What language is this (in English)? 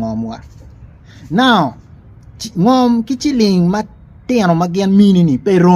Acoli